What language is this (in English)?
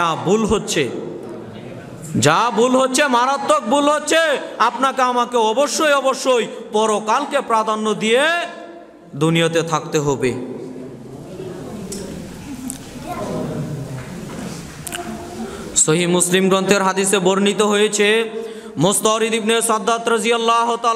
Bangla